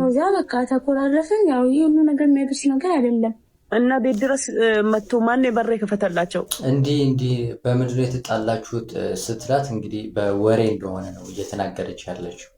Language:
Amharic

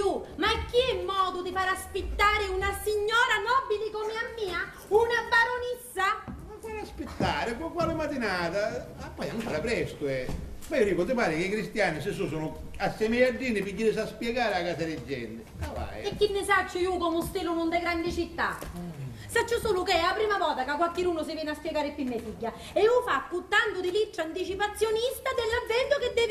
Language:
Sicilian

